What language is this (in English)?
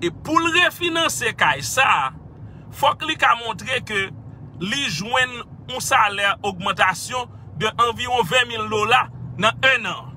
Haitian Creole